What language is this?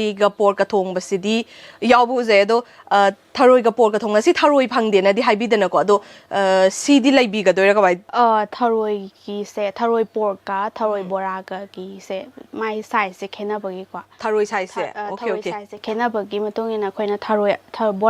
Manipuri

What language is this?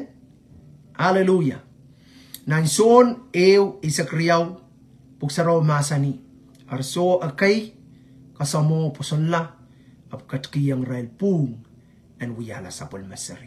Pohnpeian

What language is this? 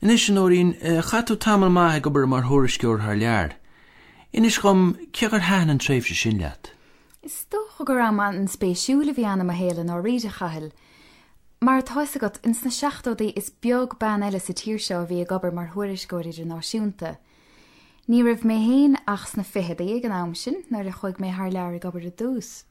Irish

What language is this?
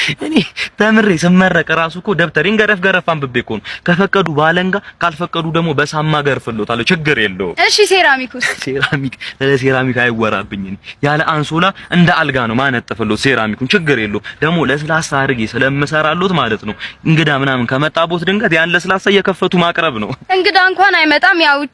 Amharic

